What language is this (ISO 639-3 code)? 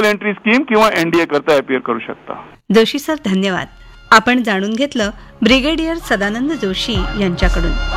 mar